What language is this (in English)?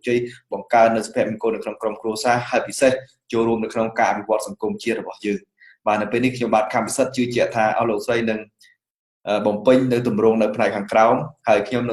Khmer